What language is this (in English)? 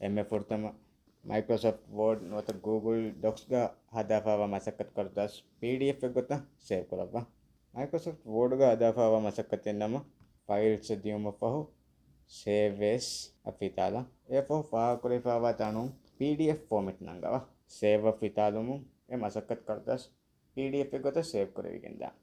Divehi